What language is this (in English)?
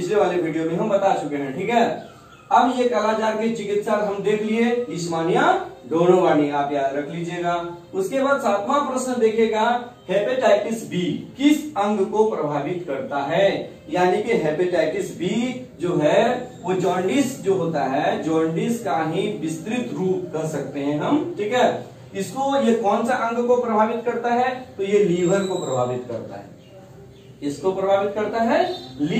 Hindi